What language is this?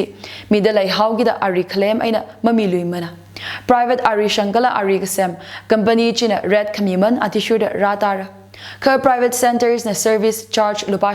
Tangkhul Naga (India)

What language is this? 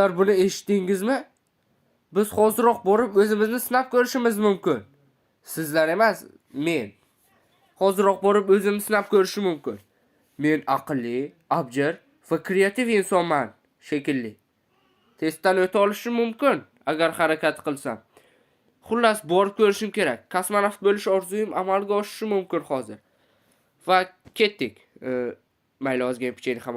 Uzbek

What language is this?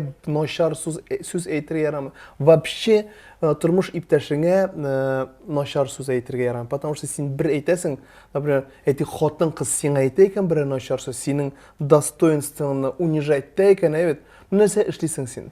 Tatar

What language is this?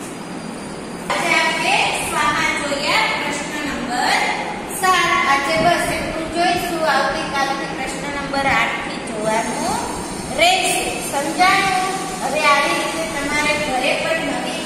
Gujarati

